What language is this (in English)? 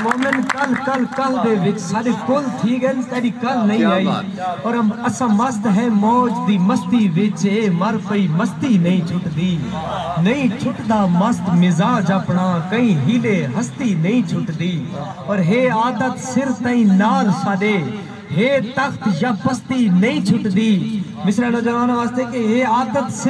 Saraiki